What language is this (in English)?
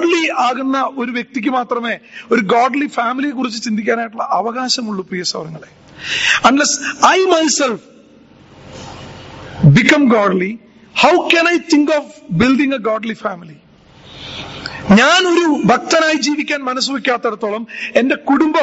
Malayalam